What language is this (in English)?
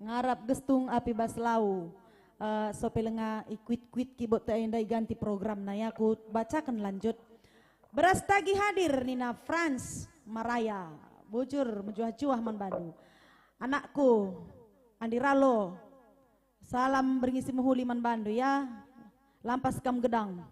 Batak Karo